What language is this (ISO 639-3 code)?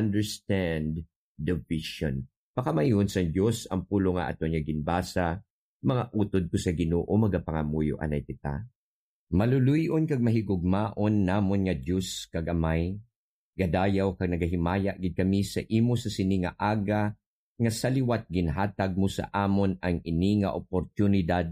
hil